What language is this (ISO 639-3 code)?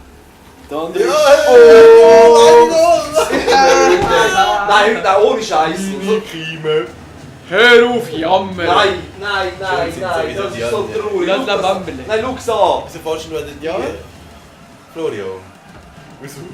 gsw